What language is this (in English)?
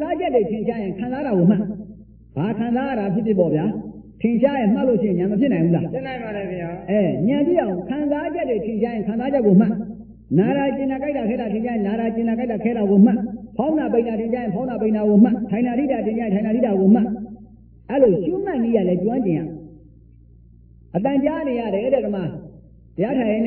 Burmese